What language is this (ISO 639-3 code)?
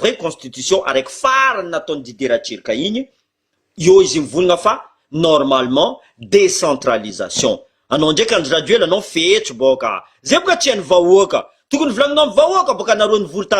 mlg